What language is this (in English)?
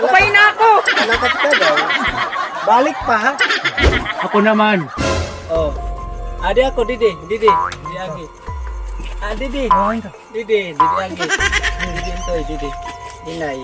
Waray